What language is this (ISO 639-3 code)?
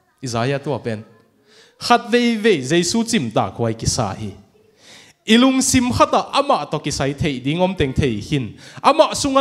ctd